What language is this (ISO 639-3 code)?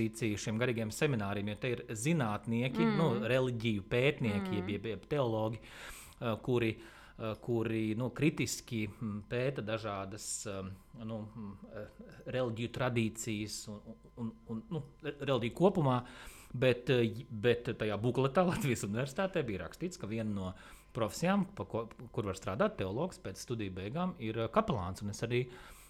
lav